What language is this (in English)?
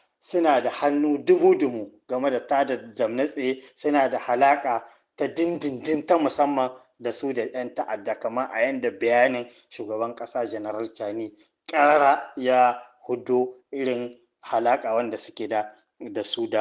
Hausa